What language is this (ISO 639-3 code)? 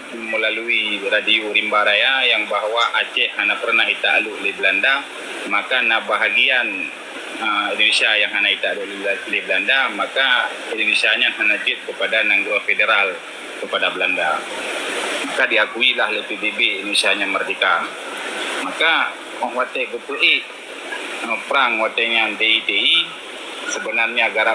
ace